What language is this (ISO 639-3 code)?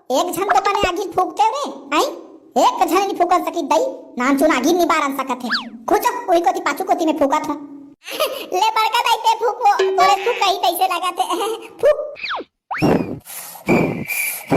hne